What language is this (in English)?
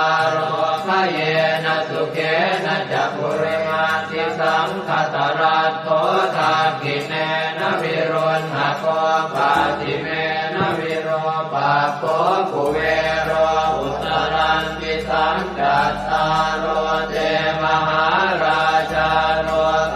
Pali